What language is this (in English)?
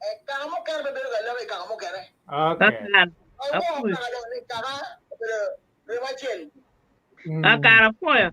Acoli